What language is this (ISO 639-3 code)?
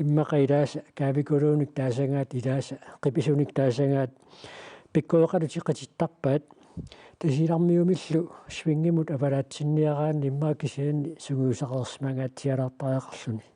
kal